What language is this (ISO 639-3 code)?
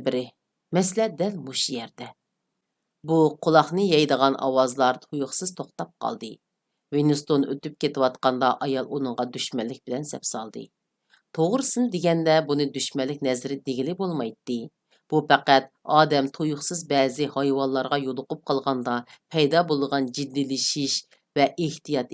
uig